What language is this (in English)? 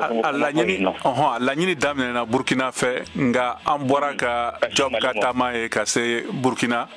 Bambara